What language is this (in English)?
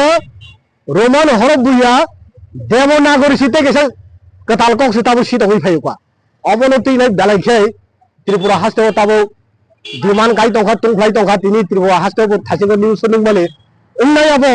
Kok Borok